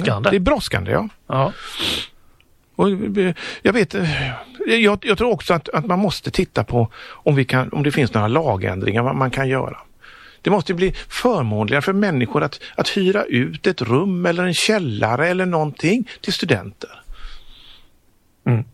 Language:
Swedish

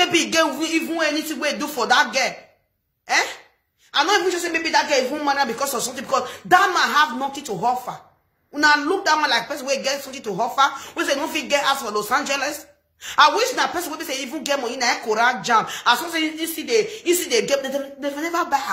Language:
Nigerian Pidgin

